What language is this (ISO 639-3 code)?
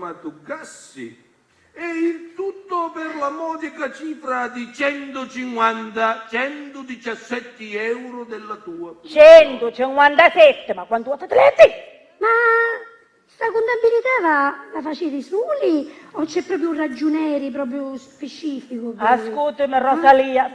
scn